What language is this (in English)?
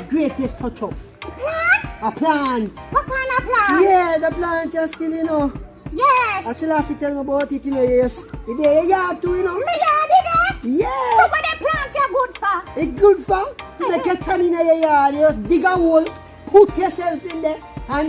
Jamaican Creole English